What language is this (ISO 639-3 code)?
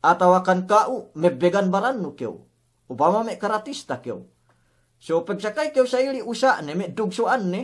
yka